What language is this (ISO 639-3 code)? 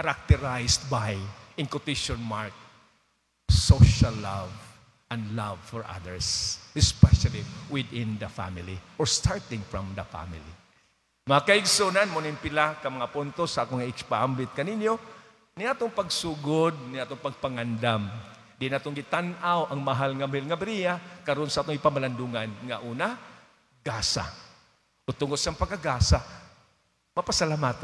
ceb